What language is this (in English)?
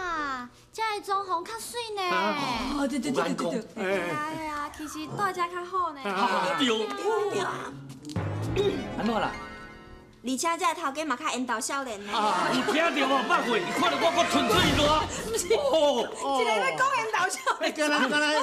Min Nan Chinese